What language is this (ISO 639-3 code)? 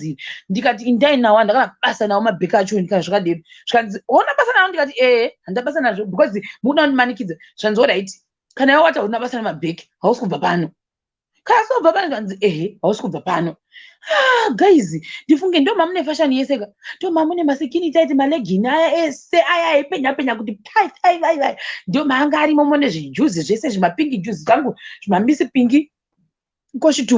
sna